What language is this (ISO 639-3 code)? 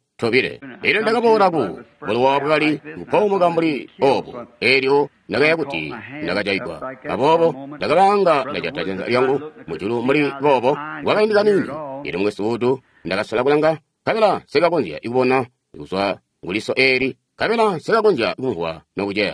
toi